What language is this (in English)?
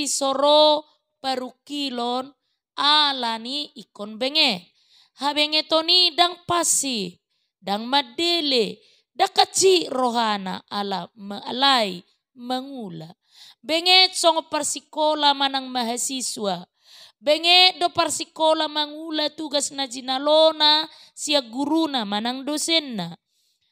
Batak Toba